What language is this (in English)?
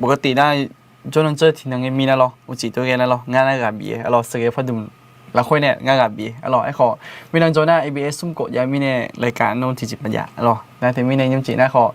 Akha